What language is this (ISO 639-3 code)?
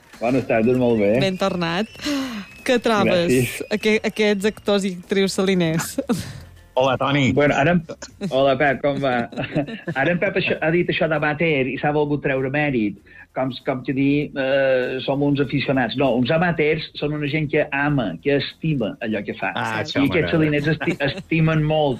cat